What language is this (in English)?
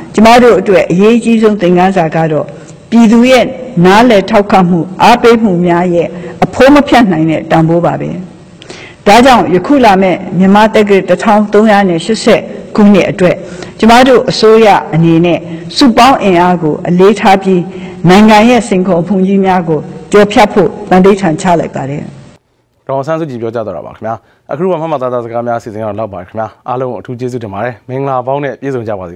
Burmese